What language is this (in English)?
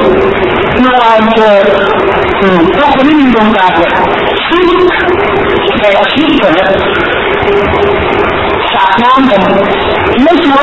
Thai